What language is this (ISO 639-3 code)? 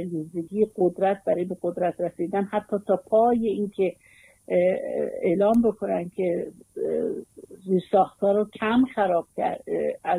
fas